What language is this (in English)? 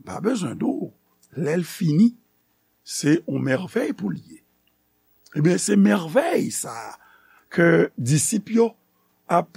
Haitian Creole